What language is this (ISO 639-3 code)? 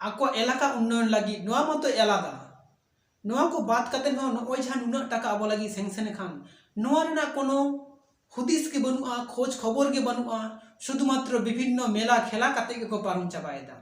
sat